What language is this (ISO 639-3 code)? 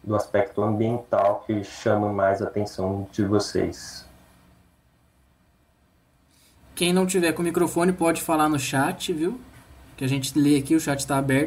por